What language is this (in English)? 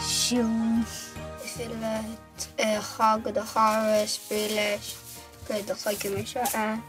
Irish